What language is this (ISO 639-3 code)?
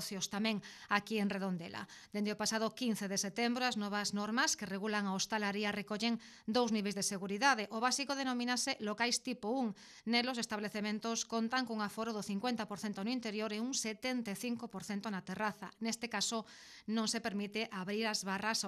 glg